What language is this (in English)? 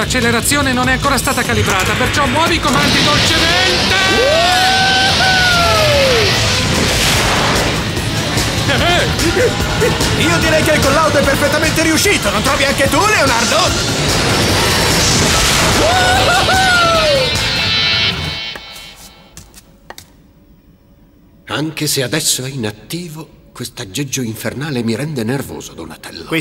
Italian